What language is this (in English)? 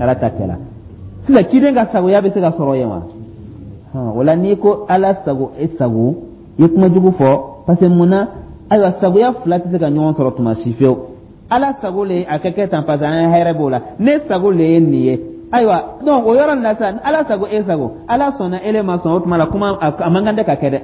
Dyula